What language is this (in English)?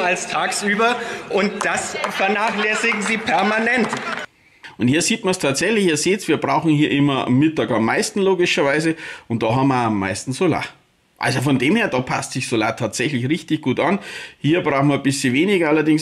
German